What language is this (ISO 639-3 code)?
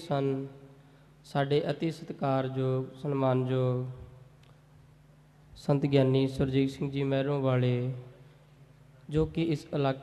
pan